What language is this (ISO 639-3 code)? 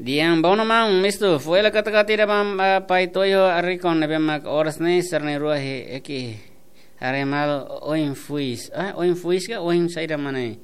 tet